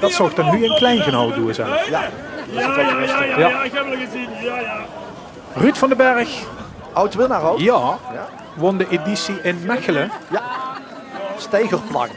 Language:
Limburgish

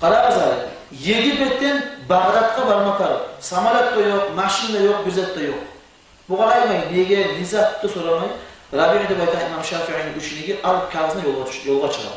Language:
Kumyk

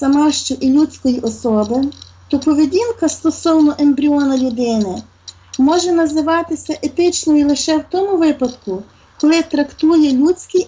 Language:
Ukrainian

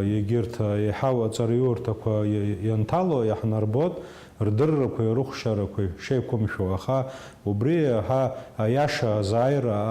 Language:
Abkhazian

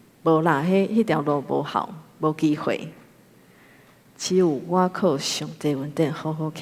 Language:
Min Nan Chinese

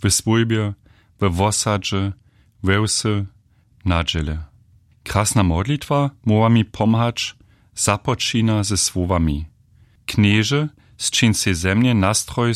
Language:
Upper Sorbian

